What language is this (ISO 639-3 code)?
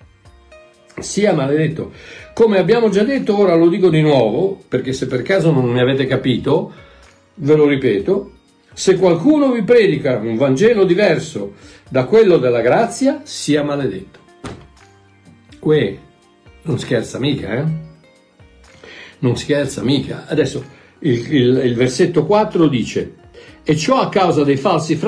ita